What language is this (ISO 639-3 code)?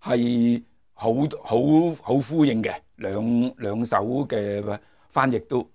yue